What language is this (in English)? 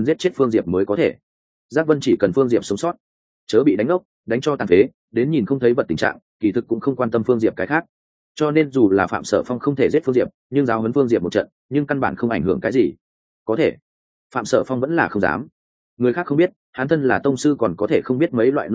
Vietnamese